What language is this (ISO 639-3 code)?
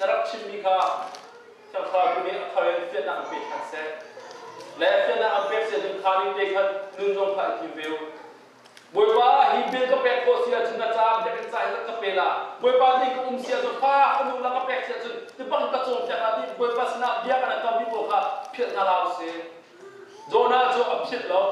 cnh